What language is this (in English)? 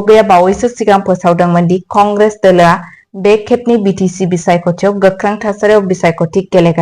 Bodo